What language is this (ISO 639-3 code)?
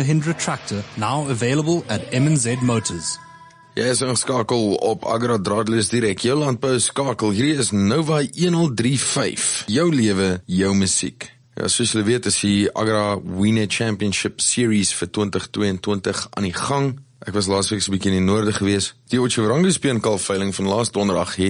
afr